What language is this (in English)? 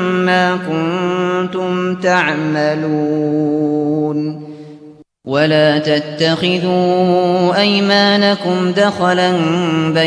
Arabic